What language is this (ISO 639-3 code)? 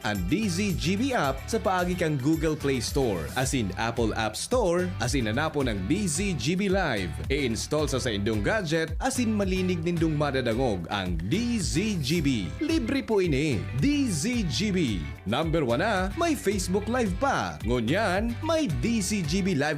bik